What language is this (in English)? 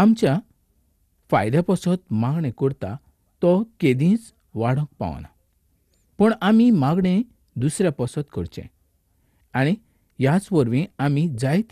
Konkani